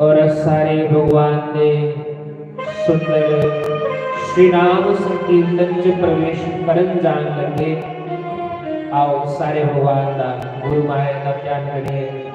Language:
Dogri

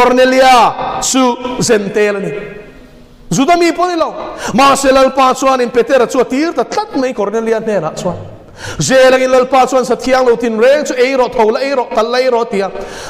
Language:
Mizo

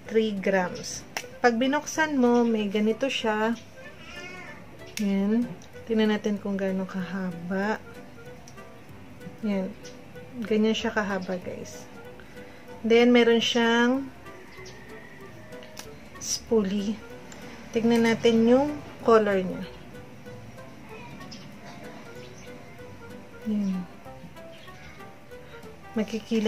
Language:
Filipino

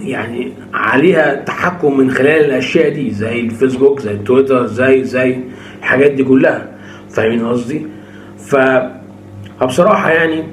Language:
Egyptian Arabic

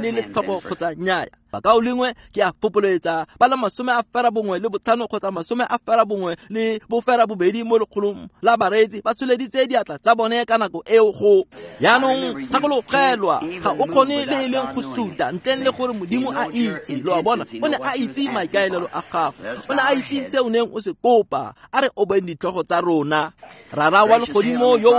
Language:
Tswana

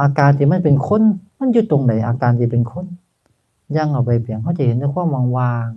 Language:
Northeastern Thai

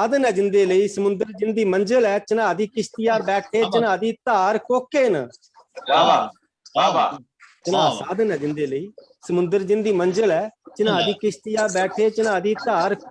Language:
Dogri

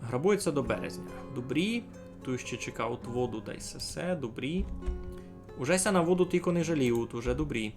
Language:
Rusyn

